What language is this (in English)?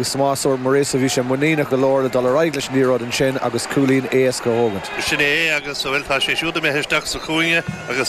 Irish